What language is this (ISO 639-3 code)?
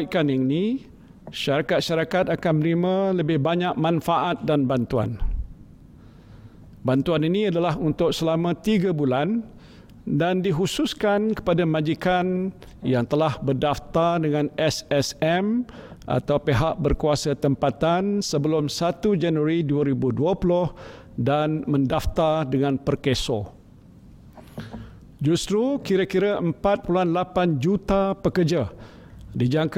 msa